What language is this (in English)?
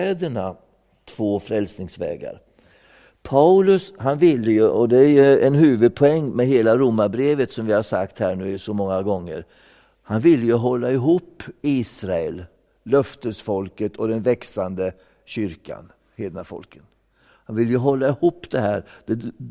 Swedish